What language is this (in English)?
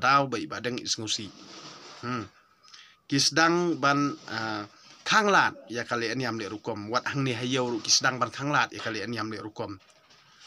Khasi